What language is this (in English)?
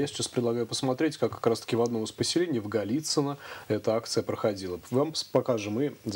Russian